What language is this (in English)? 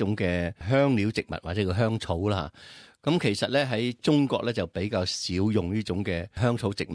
Cantonese